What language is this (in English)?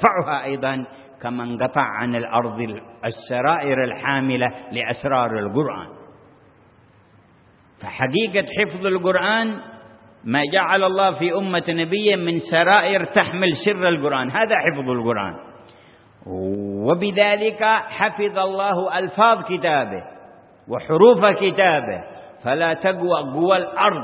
Arabic